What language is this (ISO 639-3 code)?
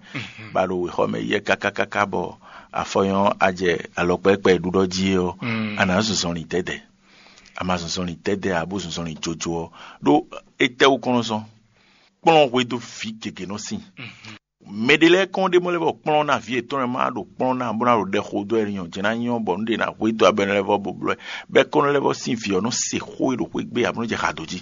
fon